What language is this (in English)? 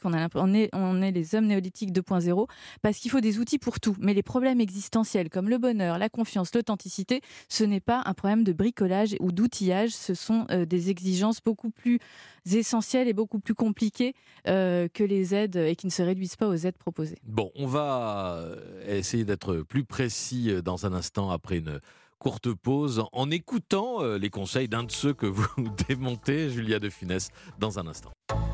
French